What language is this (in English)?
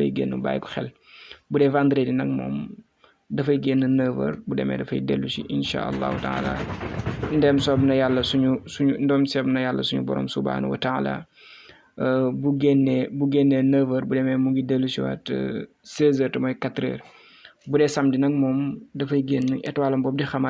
Wolof